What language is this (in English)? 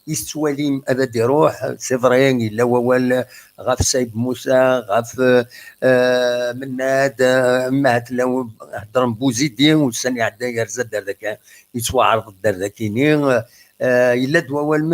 Kabyle